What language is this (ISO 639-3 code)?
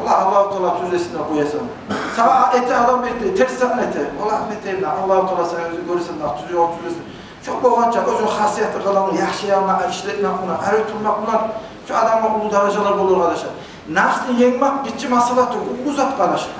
kum